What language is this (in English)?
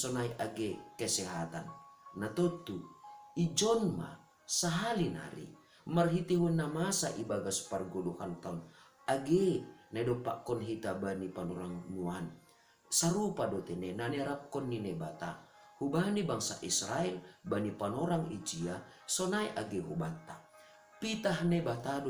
Batak Simalungun